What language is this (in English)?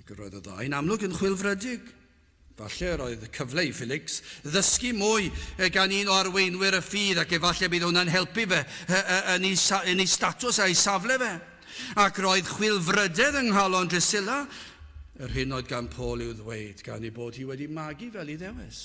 Welsh